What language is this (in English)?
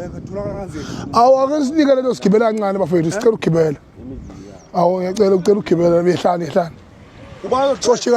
Zulu